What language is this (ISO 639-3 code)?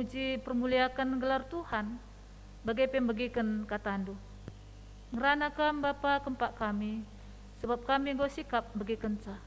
btx